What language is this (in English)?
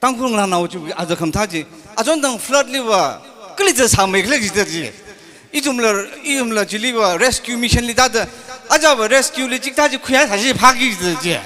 Tangkhul Naga (India)